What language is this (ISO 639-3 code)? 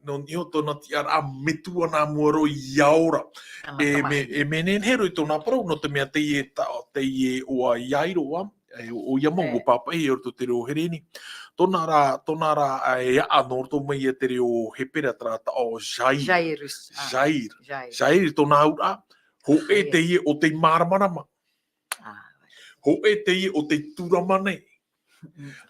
tah